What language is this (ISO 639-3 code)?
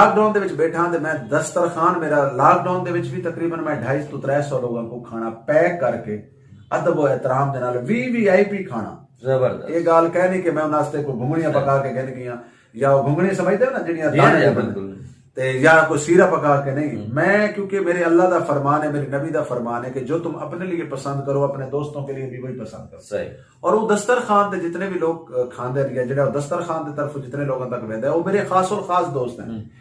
skr